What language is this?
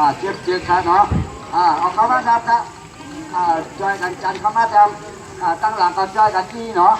Shan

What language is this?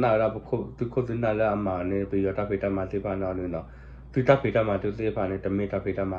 S'gaw Karen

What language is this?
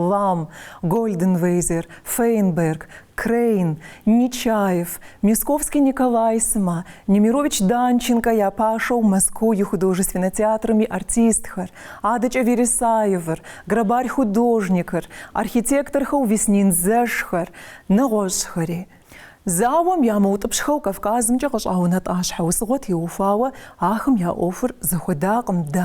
Kabardian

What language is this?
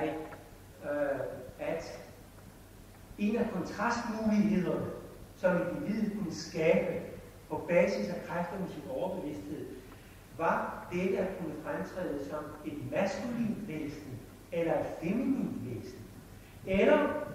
Danish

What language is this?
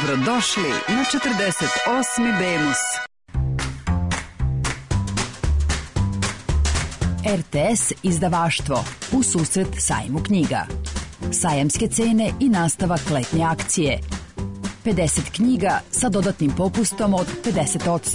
Serbian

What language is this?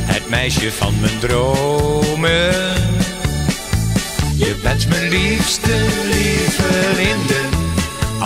Dutch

